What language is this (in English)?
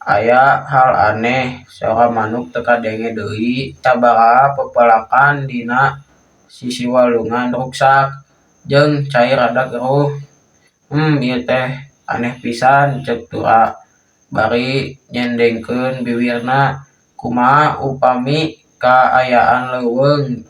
Sundanese